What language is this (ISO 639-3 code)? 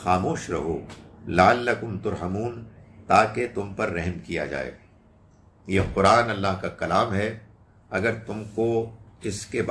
urd